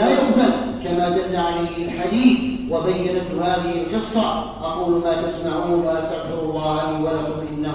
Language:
Arabic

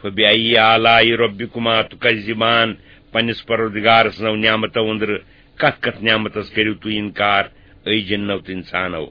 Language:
Kashmiri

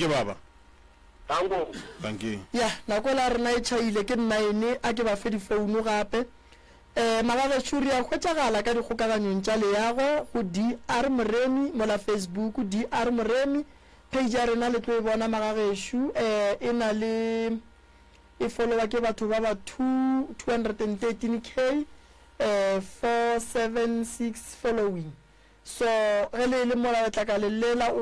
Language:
Northern Sotho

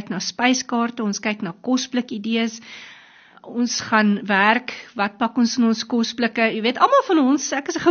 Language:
Afrikaans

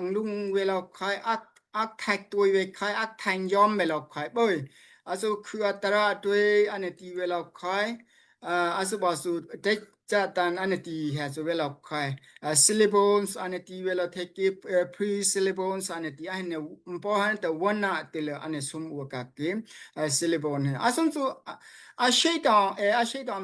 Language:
Daai Chin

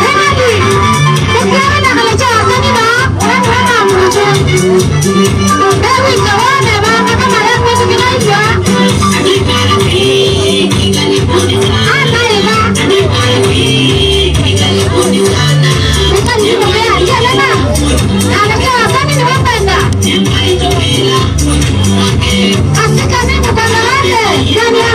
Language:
Swahili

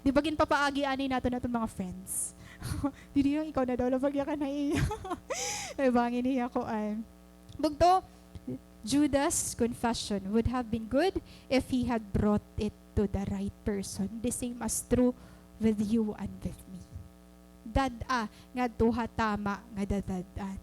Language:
Waray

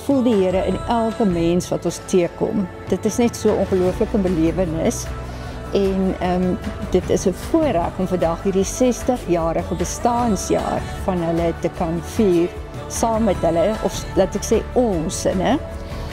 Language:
Afrikaans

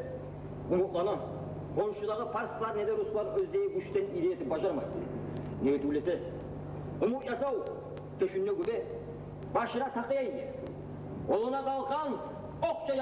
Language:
Kumyk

